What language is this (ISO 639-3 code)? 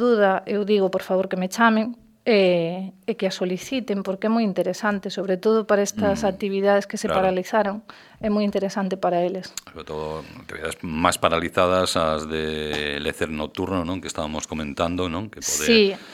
glg